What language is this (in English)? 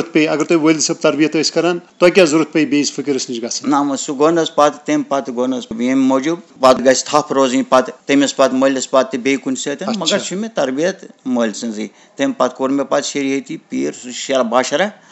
Kashmiri